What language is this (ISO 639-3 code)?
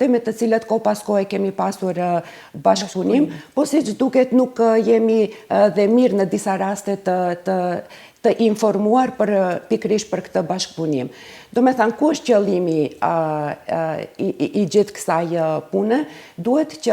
sqi